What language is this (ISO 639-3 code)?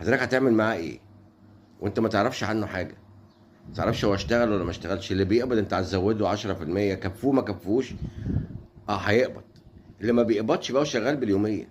arz